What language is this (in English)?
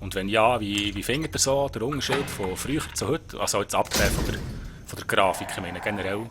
Swiss German